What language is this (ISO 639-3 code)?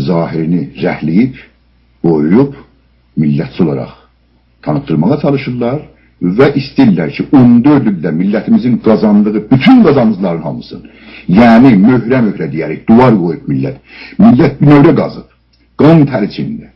azb